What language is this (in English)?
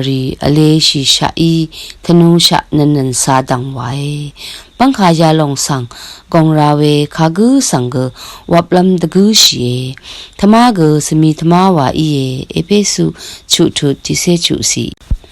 Rawang